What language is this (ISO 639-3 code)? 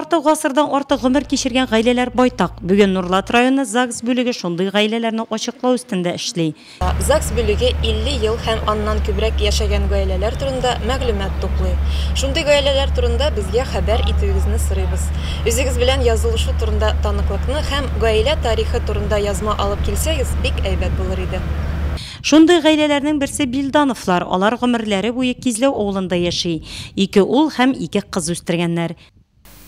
tat